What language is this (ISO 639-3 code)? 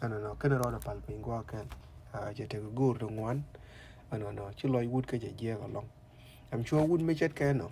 nus